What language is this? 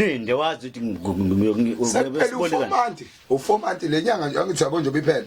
Zulu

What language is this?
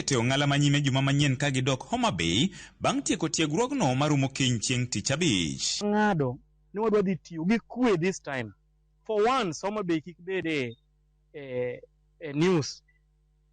Luo (Kenya and Tanzania)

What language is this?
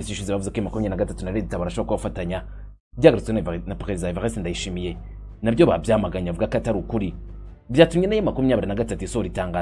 Rundi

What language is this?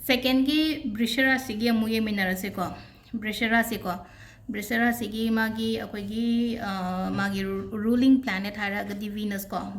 Manipuri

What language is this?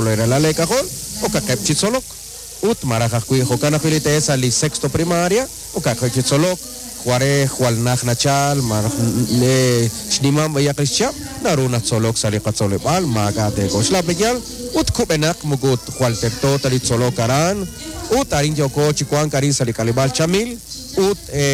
Kekchí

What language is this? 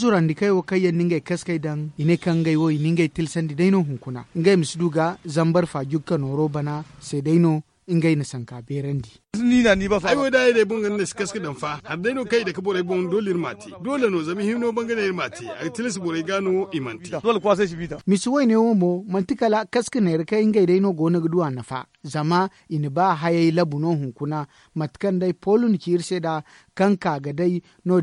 Zarma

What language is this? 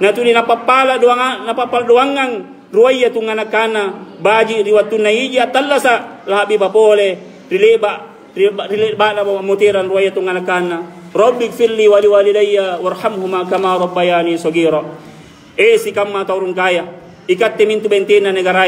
Makasar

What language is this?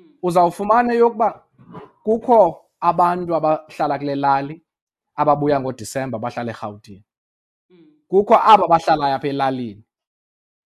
Xhosa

